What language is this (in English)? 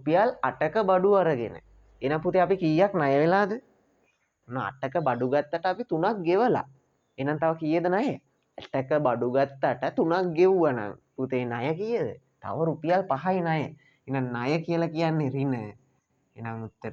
Sinhala